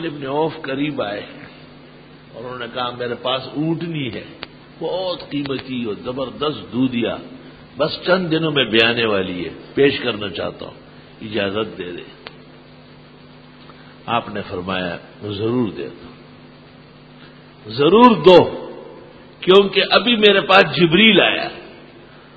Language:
Urdu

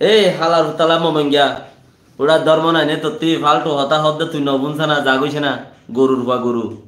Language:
Rohingya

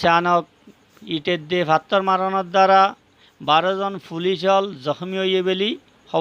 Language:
Rohingya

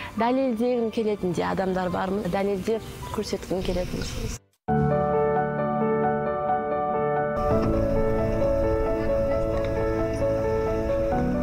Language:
Kazakh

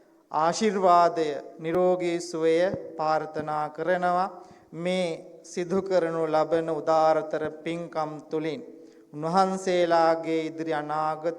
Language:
Sinhala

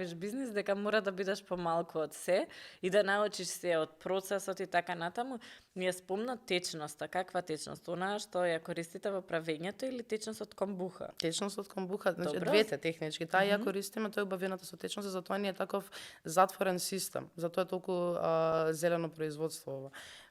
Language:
Macedonian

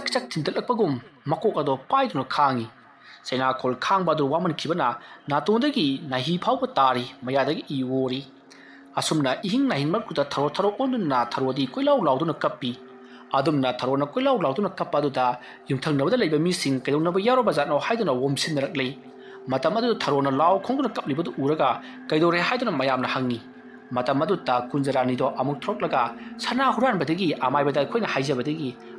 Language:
Manipuri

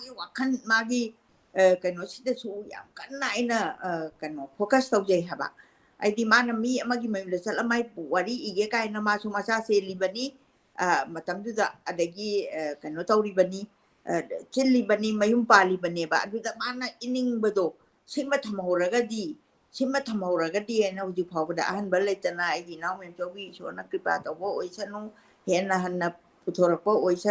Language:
Manipuri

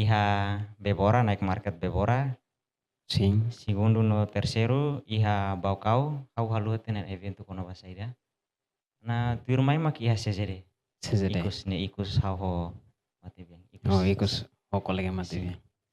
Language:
Tetum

